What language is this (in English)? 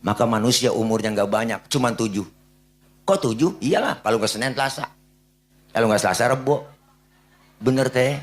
Betawi